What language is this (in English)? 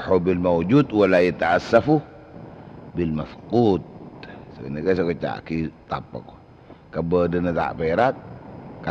Madurese